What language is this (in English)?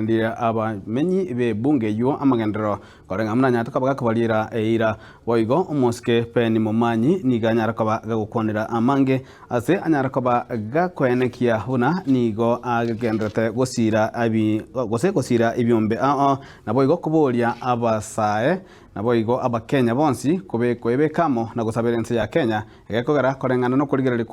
Gusii